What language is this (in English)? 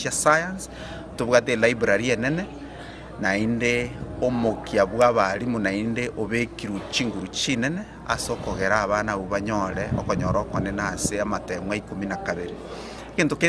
Gusii